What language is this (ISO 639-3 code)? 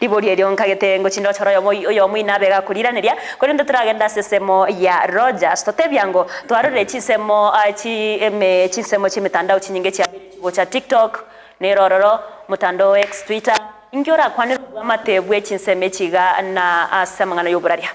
guz